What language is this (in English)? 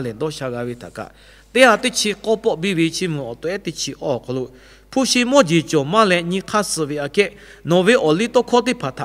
Lahu